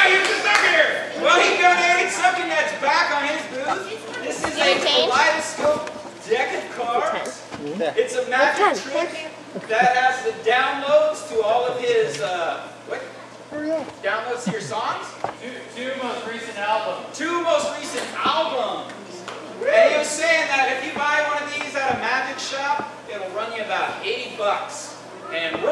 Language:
English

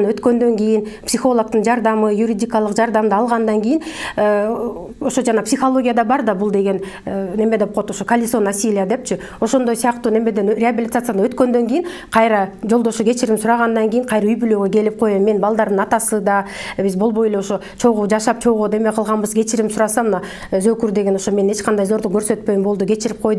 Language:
Kyrgyz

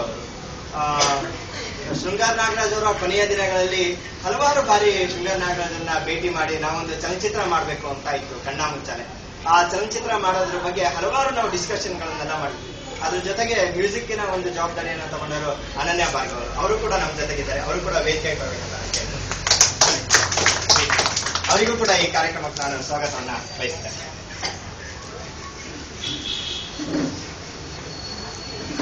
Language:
Kannada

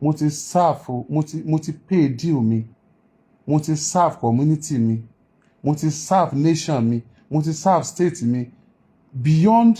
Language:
Yoruba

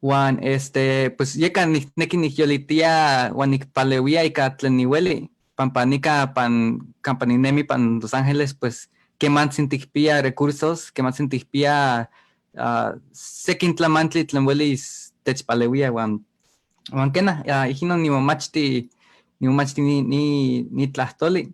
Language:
Eastern Huasteca Nahuatl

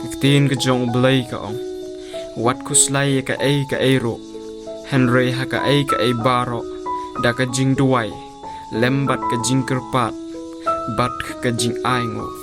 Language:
Khasi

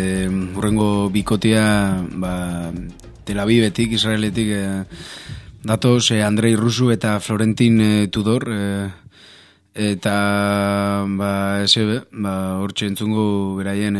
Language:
Basque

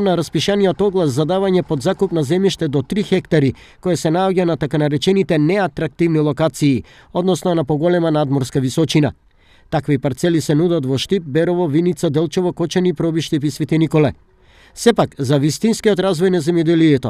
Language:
Macedonian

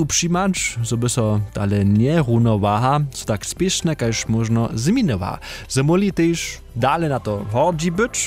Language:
Upper Sorbian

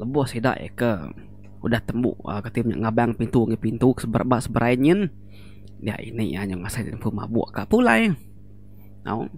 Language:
Iban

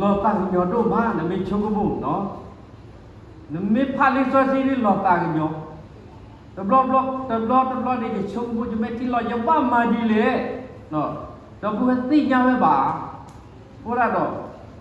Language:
S'gaw Karen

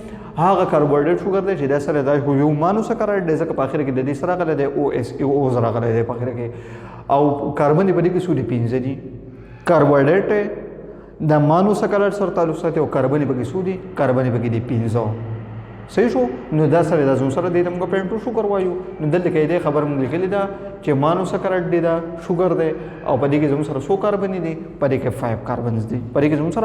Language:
Pashto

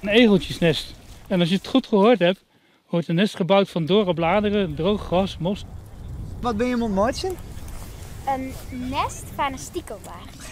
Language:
Western Frisian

